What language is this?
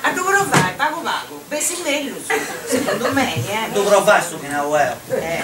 Sardinian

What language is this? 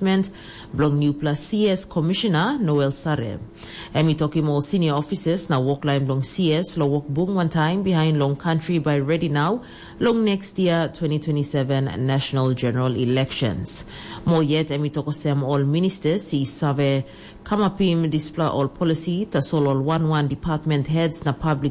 Tok Pisin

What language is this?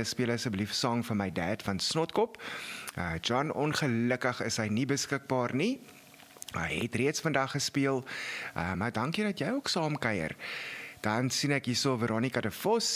Afrikaans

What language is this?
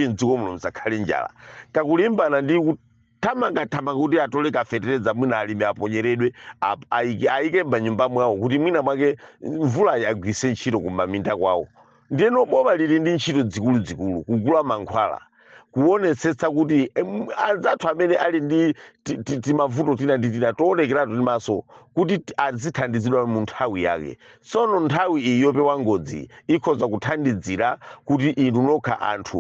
Nyanja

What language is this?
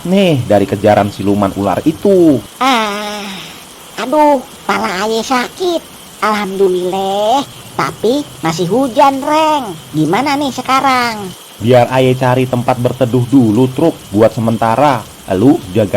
Betawi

